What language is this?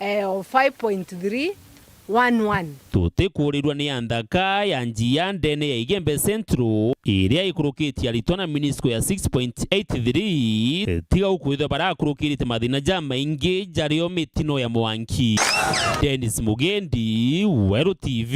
Meru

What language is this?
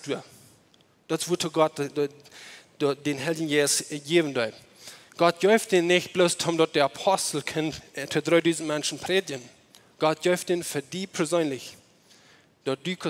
Plautdietsch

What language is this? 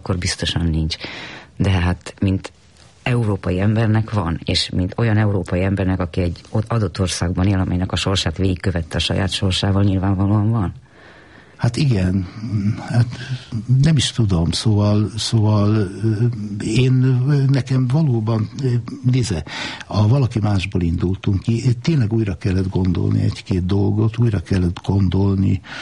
Hungarian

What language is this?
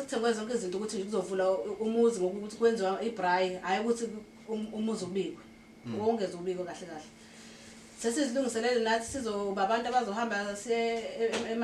Zulu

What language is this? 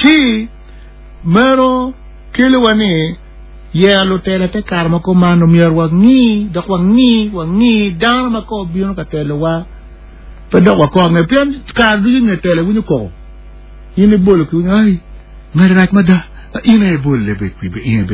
Acoli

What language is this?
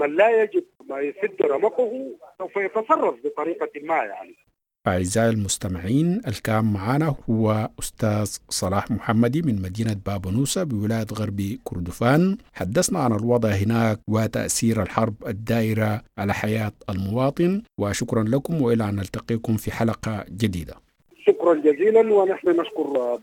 Sudanese Arabic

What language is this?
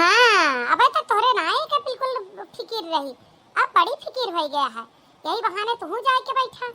Awadhi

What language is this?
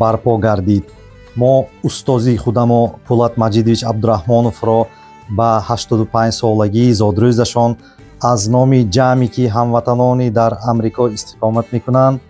Tajik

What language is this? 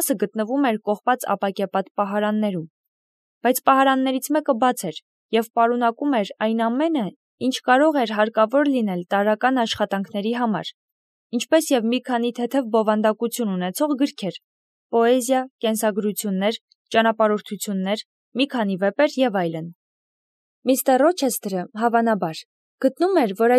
Armenian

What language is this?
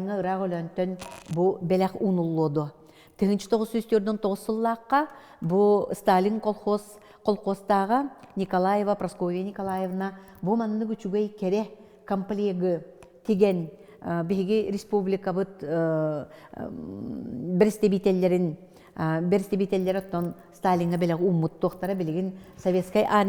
Yakut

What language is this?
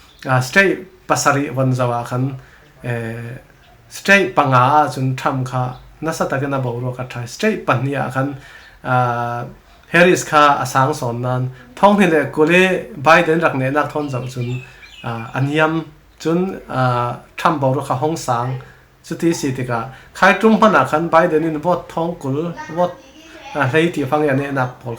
Falam Chin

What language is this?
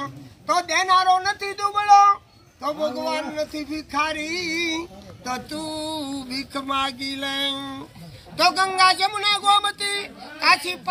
Gujarati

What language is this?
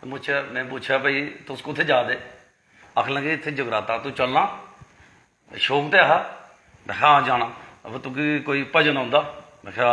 Dogri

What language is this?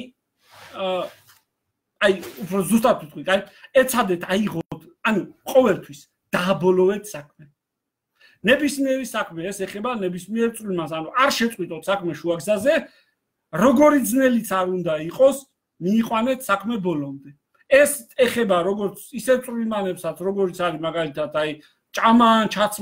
Georgian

